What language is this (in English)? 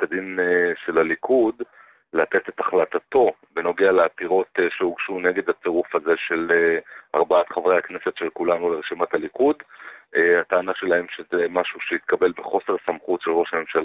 Hebrew